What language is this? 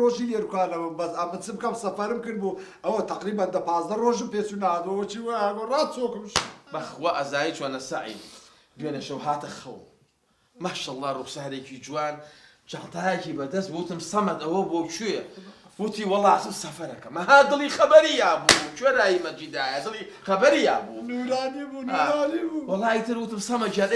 Central Kurdish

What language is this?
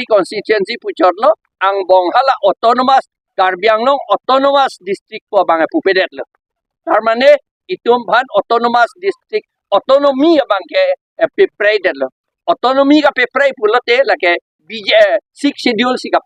Karbi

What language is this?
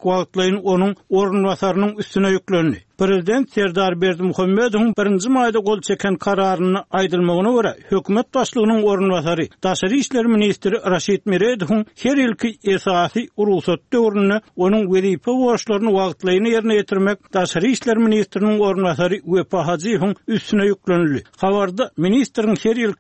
Turkmen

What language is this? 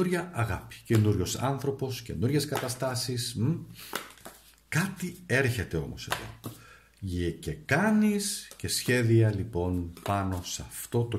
Greek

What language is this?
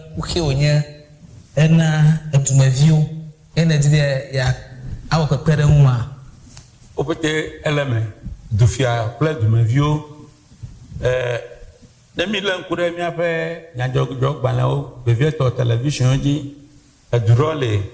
Ewe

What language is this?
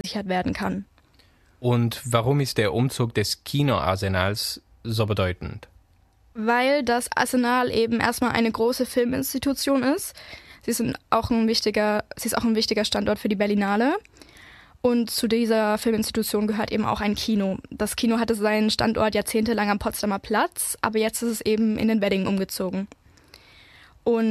German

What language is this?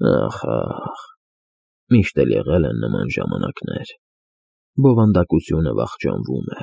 Armenian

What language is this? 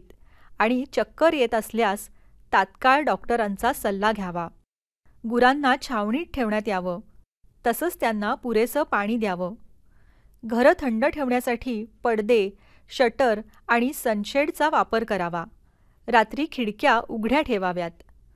Marathi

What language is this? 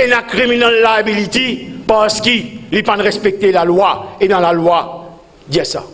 Morisyen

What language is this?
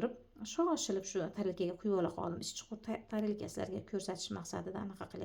Uzbek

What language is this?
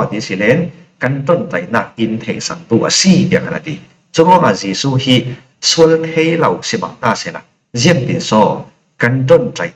Falam Chin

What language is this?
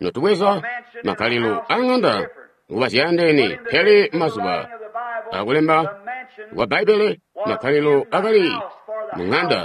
Tonga (Zambia)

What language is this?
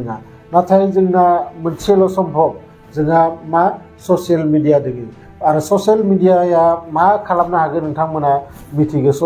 Bodo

